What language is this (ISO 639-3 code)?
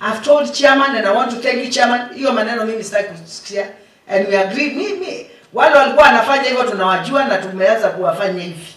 kam